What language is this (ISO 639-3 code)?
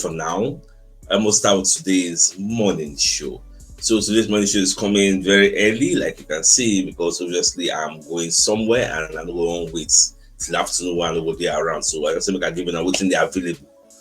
pcm